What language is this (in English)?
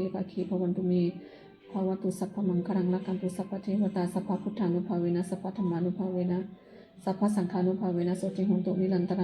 Pali